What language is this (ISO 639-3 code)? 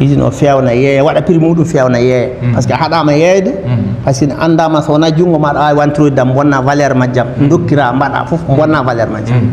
ful